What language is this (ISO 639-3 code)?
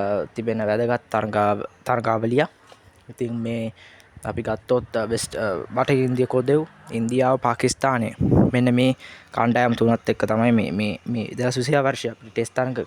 sin